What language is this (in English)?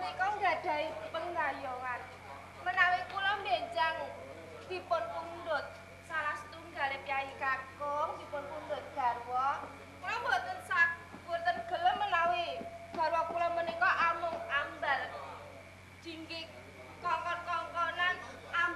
Javanese